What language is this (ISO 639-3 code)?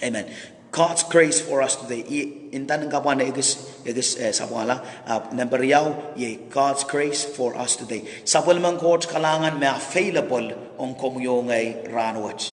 pon